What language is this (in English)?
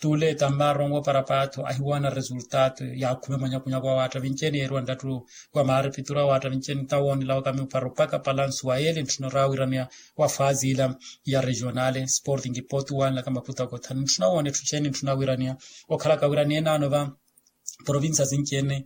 Makhuwa